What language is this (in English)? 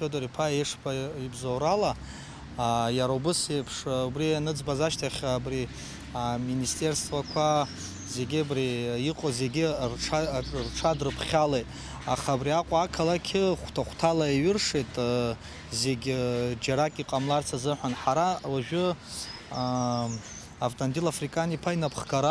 Abkhazian